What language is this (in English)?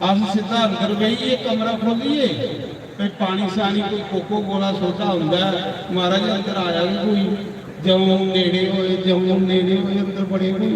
Dogri